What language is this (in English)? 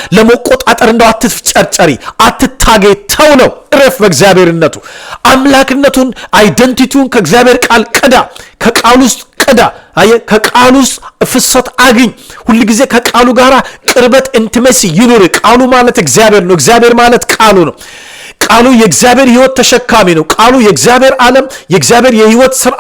Amharic